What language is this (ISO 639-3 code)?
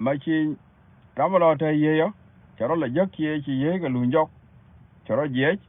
nus